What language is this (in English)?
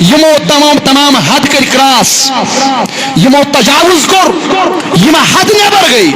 Kashmiri